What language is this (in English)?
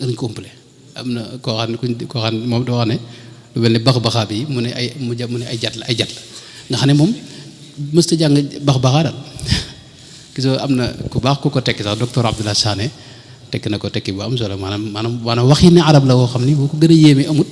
Wolof